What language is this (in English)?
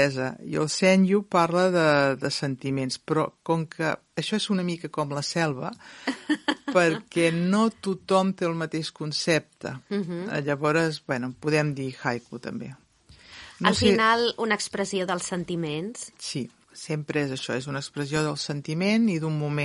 Catalan